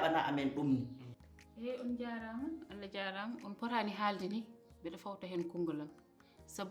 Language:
Fula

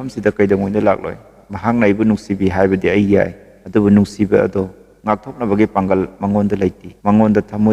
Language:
Manipuri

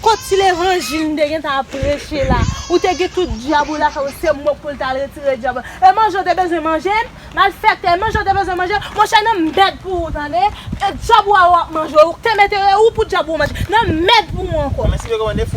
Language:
Haitian Creole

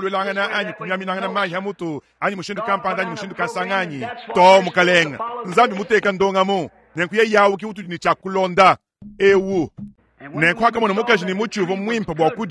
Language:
Luba-Lulua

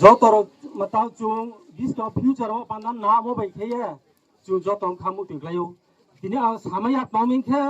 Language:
Riang (India)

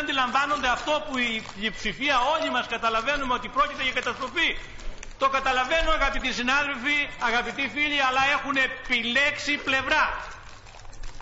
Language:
Greek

